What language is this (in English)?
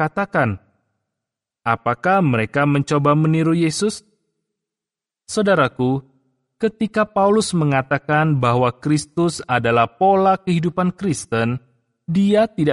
Indonesian